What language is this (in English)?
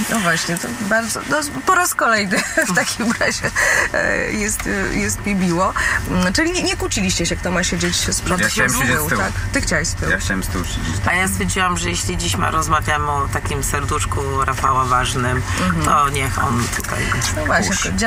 Polish